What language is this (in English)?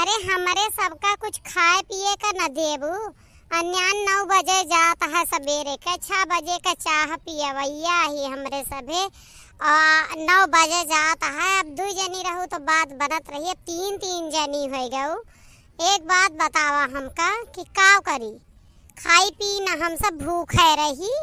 Awadhi